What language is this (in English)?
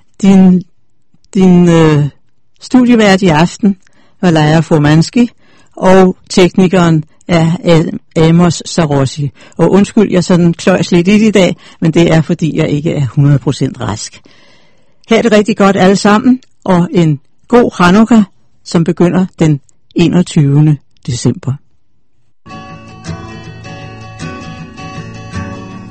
Danish